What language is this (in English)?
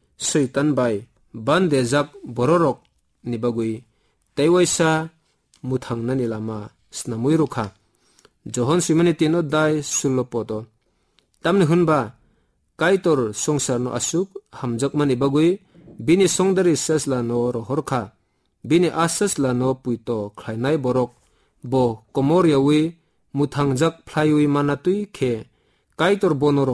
Kok Borok